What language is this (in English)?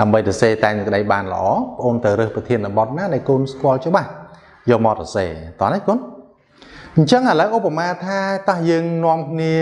Khmer